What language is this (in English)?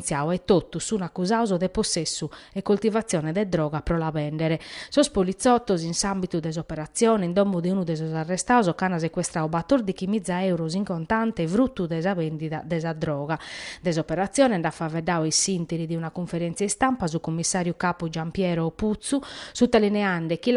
Sardinian